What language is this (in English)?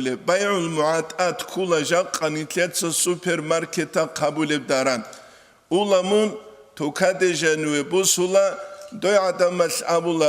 Avaric